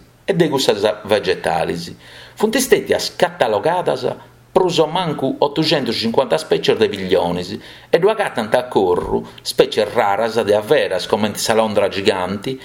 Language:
Sardinian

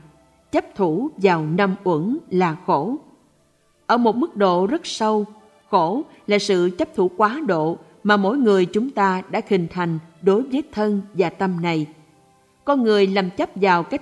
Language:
Vietnamese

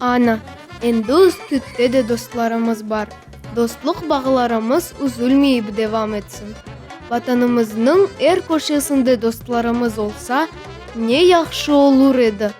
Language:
Crimean Tatar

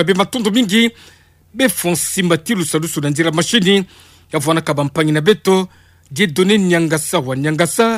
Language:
Kituba (Democratic Republic of Congo)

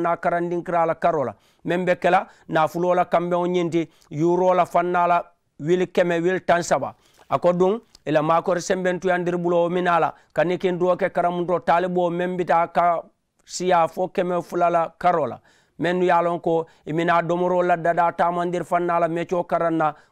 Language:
Mandingo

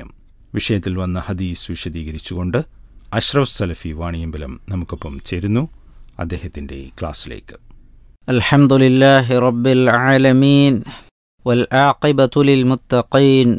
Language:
Malayalam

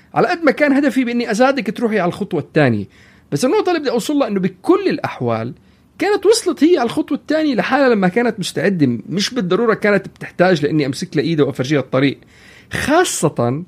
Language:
North Levantine Arabic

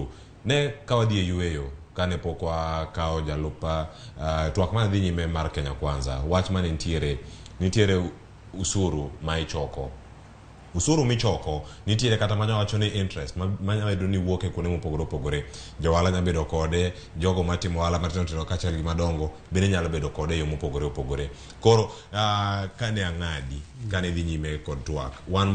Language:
Luo (Kenya and Tanzania)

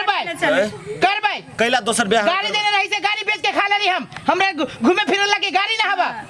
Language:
Maithili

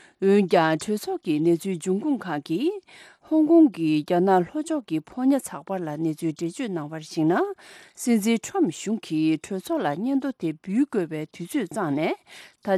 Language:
Tibetan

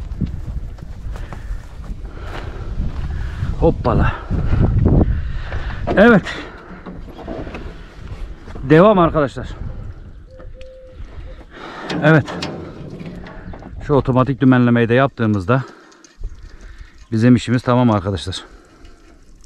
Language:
Turkish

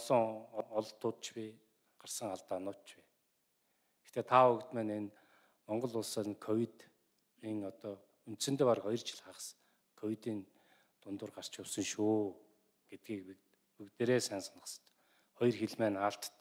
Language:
Mongolian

